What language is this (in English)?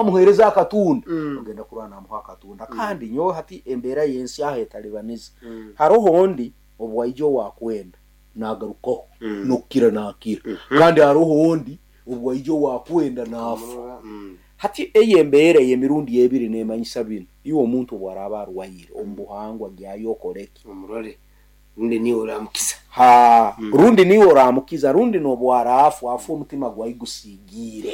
Nyoro